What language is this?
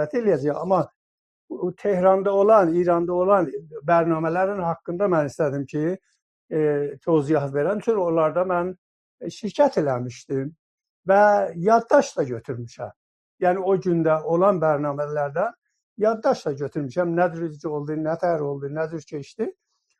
South Azerbaijani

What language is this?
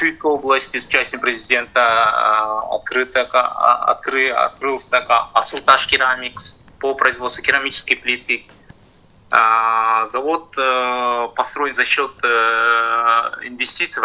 Russian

